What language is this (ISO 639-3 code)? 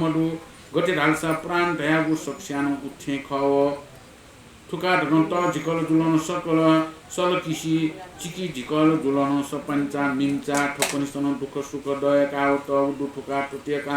new